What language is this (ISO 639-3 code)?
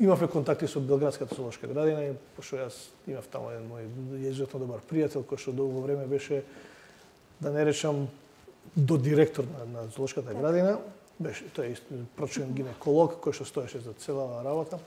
mkd